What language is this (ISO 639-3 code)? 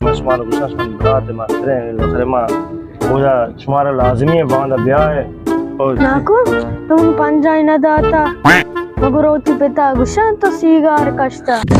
bal